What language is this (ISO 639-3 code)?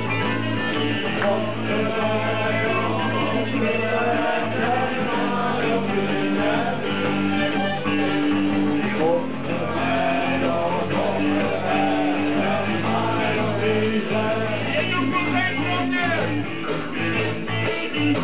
ces